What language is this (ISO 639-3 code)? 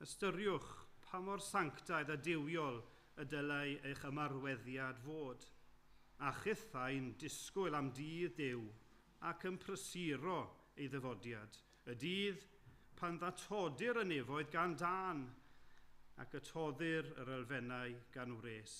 cym